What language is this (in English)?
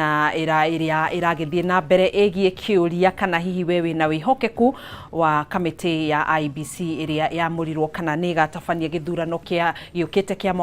Kikuyu